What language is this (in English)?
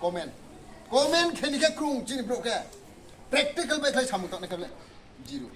Riang (India)